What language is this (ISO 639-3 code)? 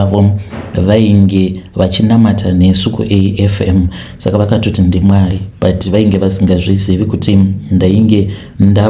sna